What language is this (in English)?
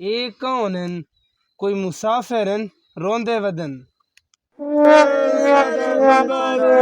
Saraiki